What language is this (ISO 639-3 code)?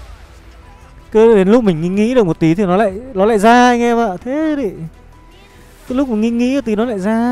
vie